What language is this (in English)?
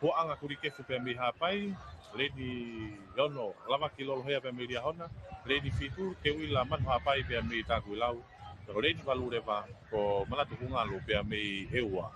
Tongan